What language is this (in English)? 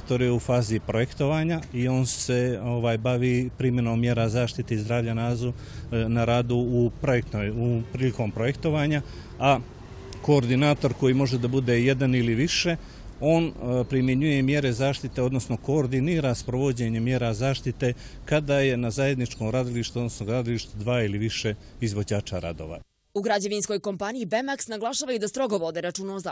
Serbian